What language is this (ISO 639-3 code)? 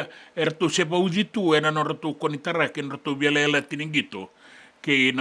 fij